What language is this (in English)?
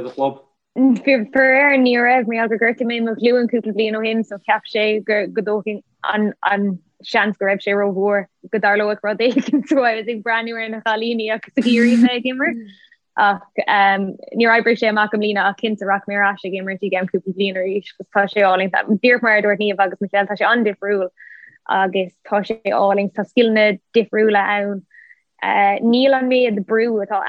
Irish